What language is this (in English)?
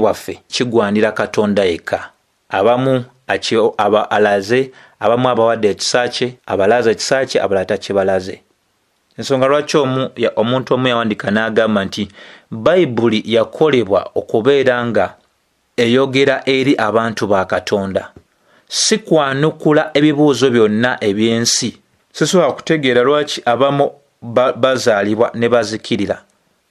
Ganda